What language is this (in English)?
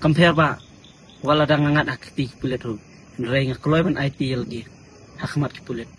Khasi